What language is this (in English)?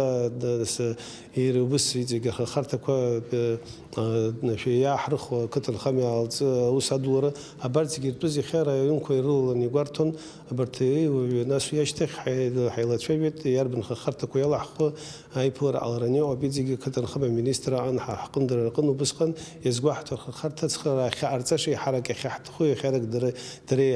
Abkhazian